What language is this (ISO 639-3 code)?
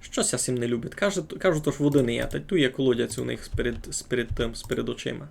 rue